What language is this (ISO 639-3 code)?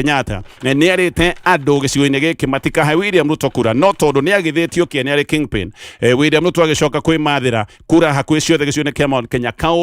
kik